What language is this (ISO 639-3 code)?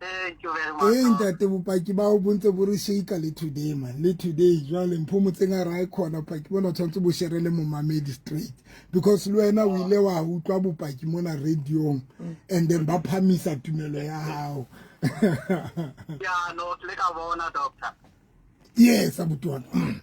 sot